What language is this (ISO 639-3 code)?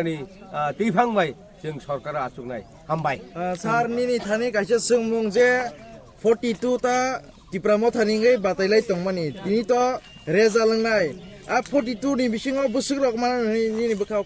trp